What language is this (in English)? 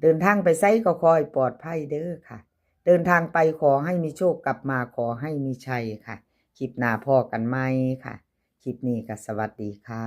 Northeastern Thai